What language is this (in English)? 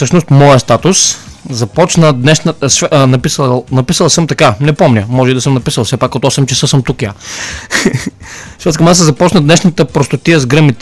Bulgarian